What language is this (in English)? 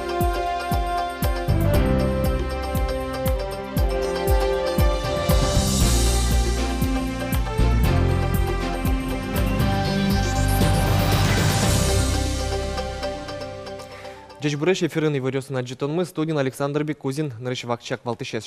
Udmurt